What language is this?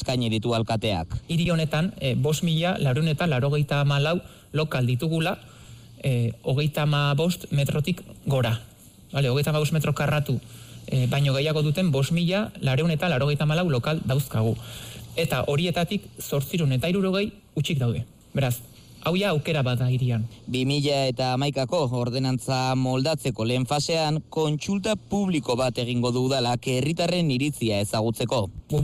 Basque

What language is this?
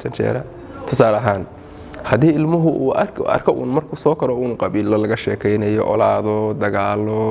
Somali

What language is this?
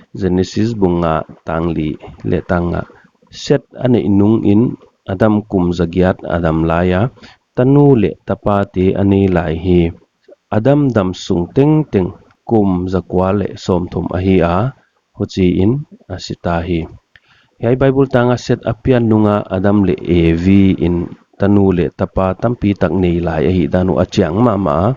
Paite Chin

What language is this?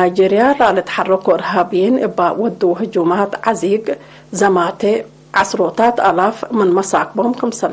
Tigre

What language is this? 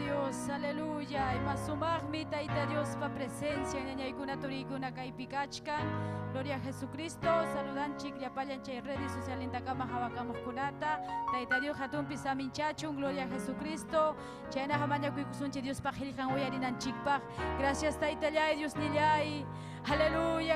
Ayacucho Quechua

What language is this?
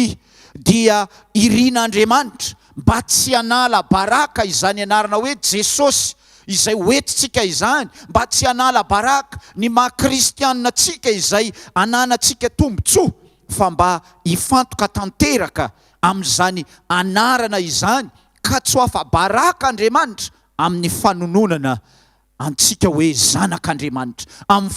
Malagasy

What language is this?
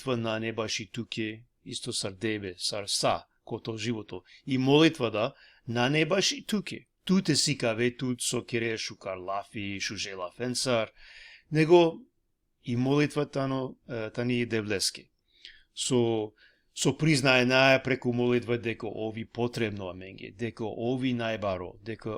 Balkan Romani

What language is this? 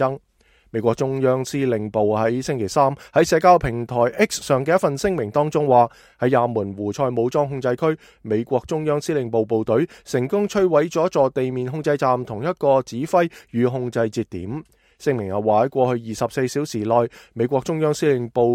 Cantonese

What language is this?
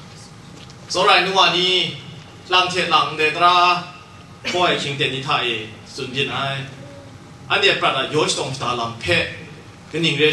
Kachin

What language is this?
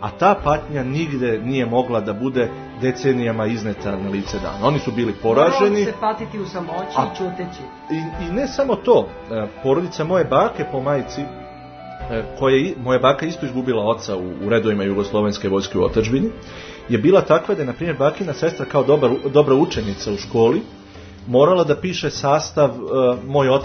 Serbian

